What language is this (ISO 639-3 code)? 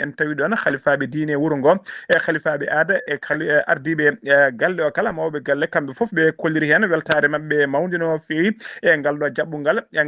ful